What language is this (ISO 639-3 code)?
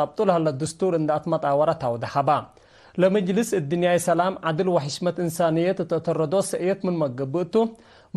tig